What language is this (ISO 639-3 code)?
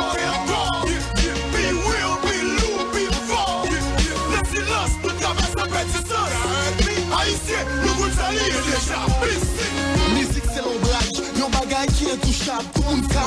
hat